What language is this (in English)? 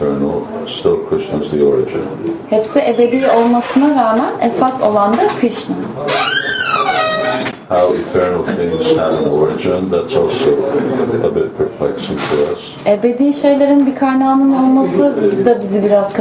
Turkish